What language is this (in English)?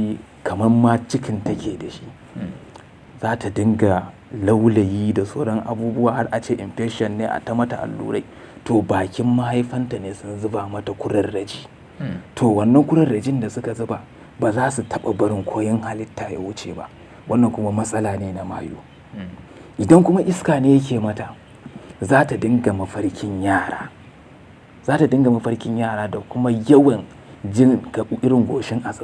Hausa